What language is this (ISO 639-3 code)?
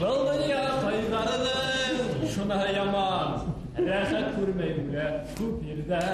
bak